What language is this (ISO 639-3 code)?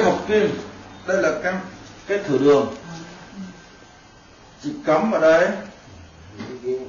vie